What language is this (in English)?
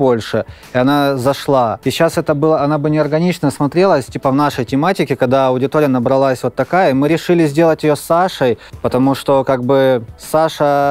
Russian